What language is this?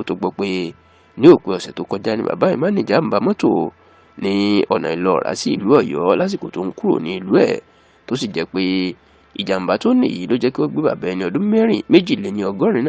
Yoruba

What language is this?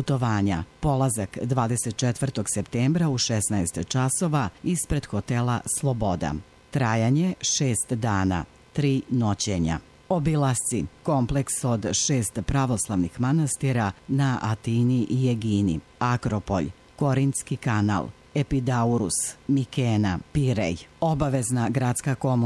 Serbian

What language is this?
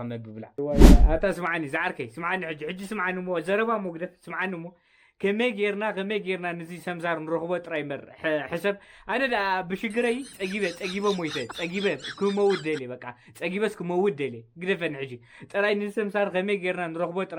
Tigrinya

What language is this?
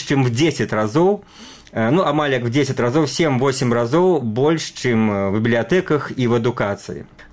Belarusian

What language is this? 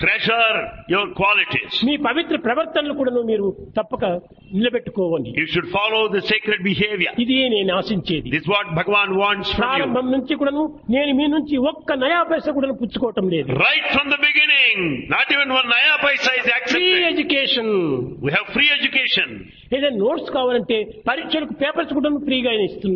Telugu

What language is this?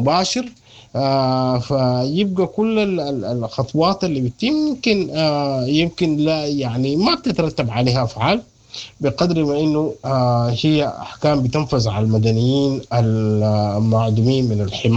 Sudanese Arabic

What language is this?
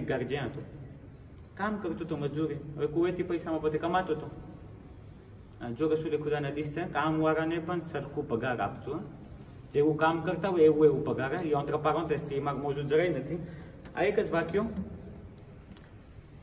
Gujarati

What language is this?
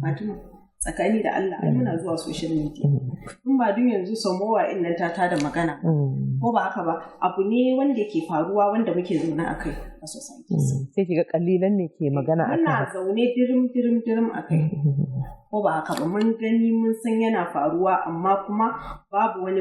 Hausa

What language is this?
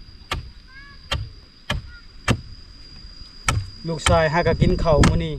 Lao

